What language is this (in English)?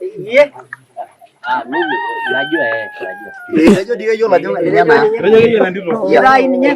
Masai